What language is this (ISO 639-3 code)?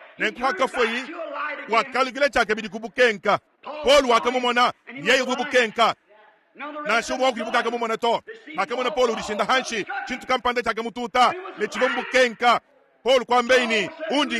lua